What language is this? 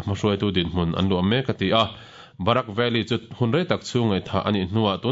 Mizo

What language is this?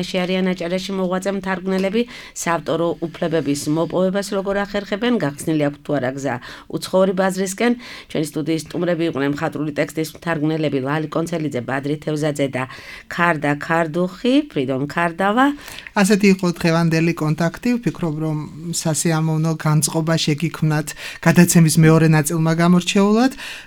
Georgian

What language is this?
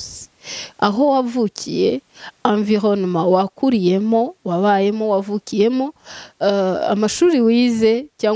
Kinyarwanda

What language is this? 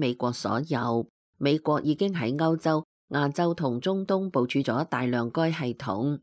Cantonese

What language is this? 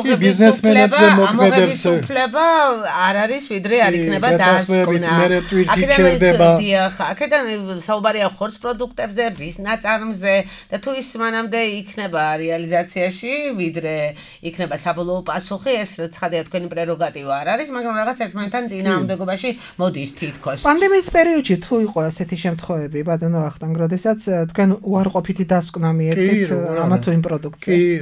Georgian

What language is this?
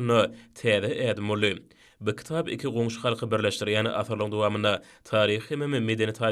Turkmen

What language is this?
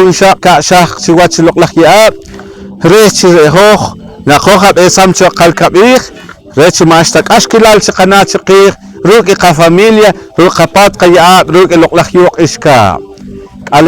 Poqomchi'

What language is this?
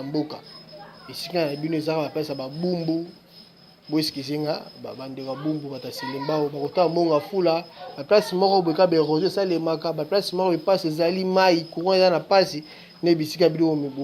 Lingala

